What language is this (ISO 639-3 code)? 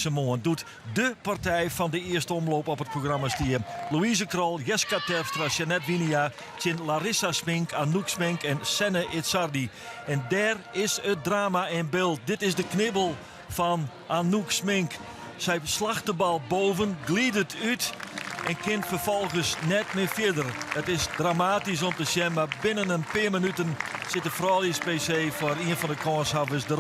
fry